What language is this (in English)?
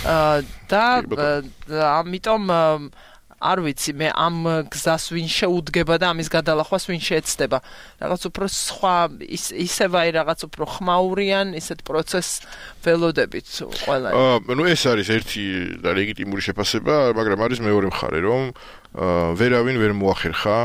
Georgian